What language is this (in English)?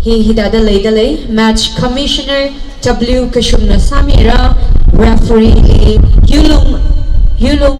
Tangkhul Naga (India)